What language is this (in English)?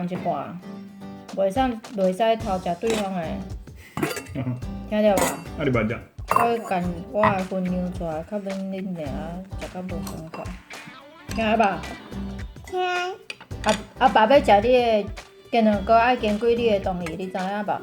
Min Nan Chinese